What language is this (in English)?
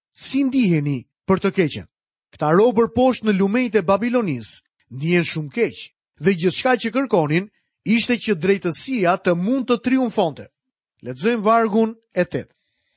Albanian